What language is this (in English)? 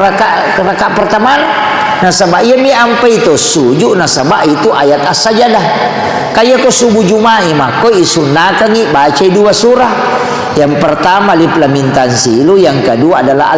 Buginese